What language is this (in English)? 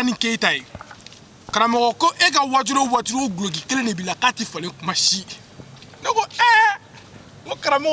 Bambara